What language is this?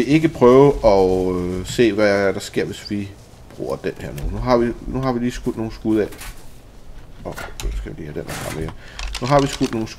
Danish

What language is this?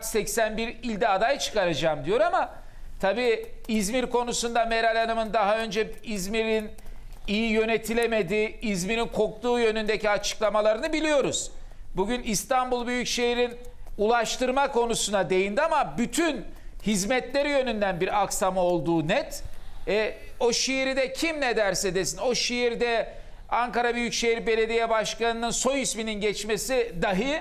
Turkish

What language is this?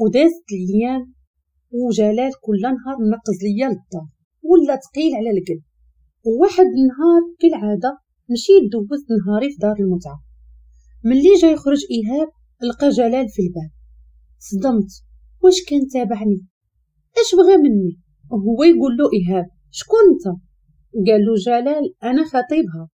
Moroccan Arabic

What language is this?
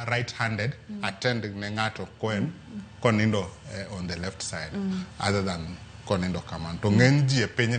Luo (Kenya and Tanzania)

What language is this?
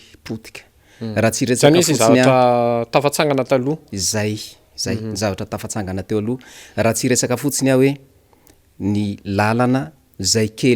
Malagasy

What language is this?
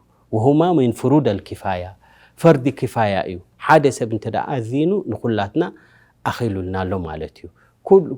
Tigrinya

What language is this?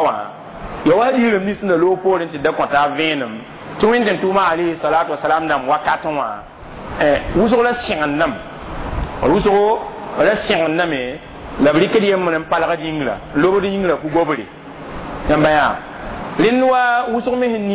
Mossi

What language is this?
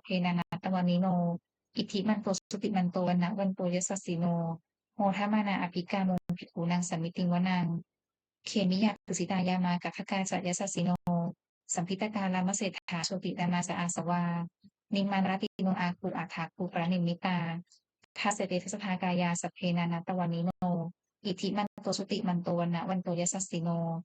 Pali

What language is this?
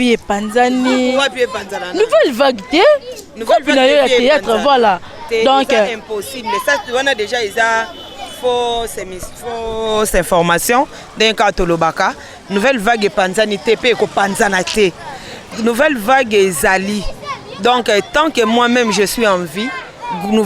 Lingala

